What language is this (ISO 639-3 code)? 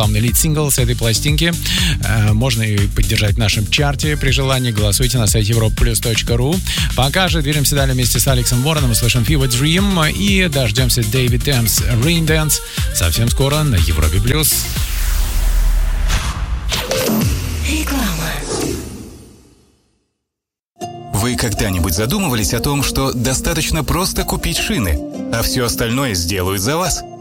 rus